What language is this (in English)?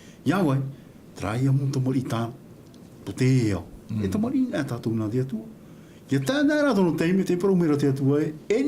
Tahitian